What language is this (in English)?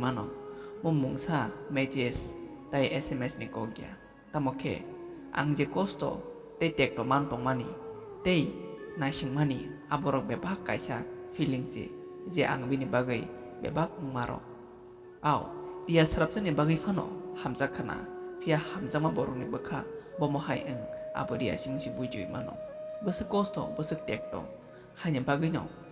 Kok Borok